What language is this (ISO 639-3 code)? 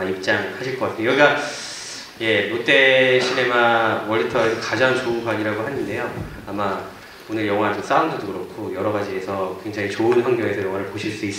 kor